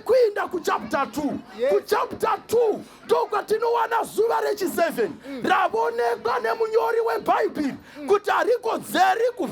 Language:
Shona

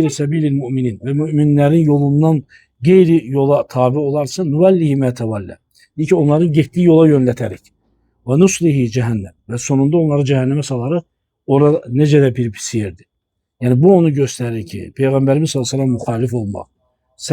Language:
Azerbaijani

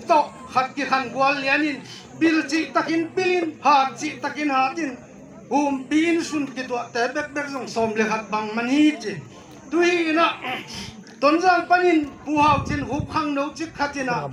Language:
Tedim Chin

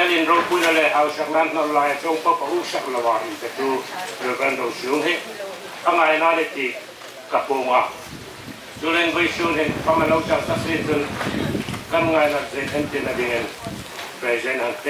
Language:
Hmar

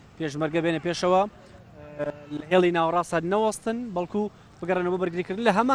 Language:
Central Kurdish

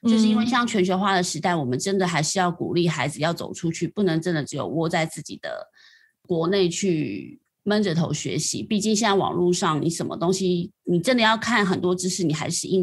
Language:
Chinese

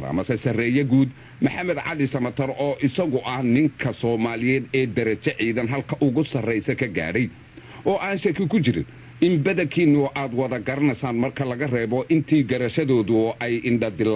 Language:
Somali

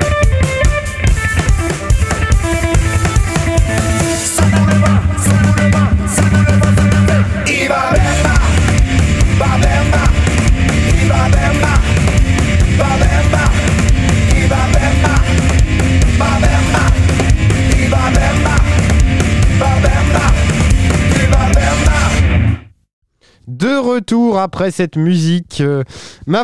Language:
French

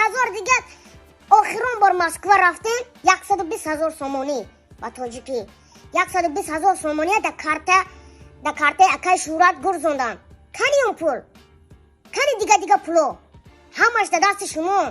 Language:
Tajik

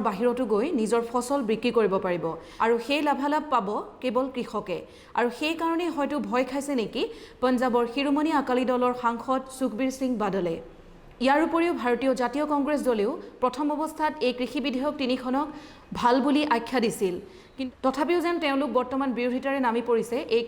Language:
Assamese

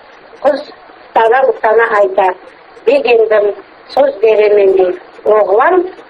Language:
Crimean Tatar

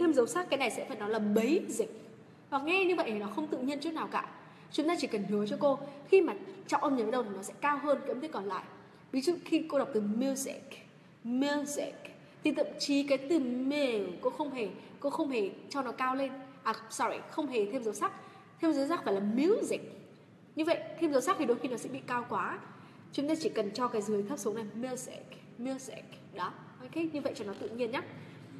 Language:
Vietnamese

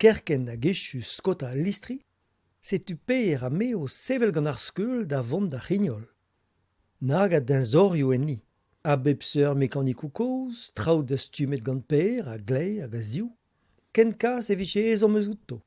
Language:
Breton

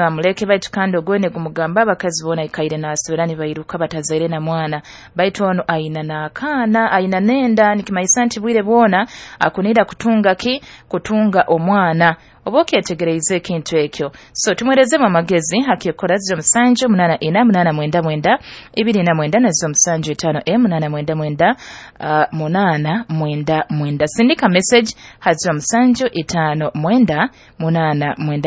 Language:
Nyoro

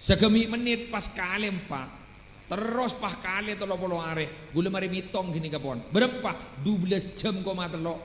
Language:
Madurese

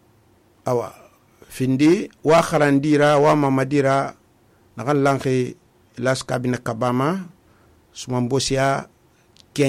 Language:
Susu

